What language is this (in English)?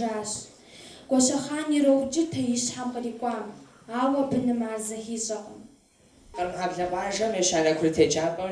Kabardian